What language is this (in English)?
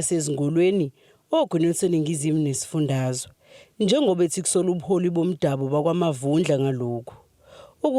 Zulu